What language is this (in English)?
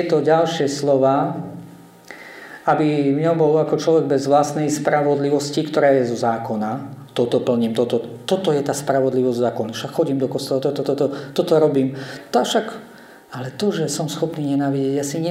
Slovak